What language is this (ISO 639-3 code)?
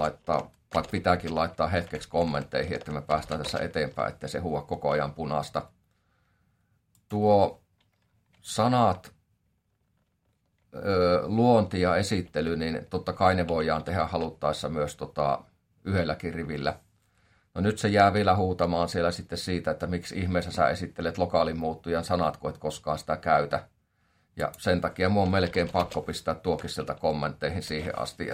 fin